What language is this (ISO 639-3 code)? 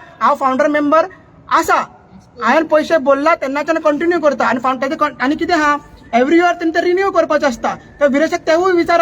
kok